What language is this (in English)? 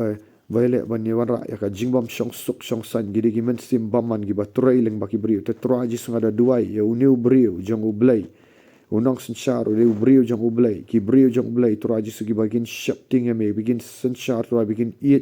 Khasi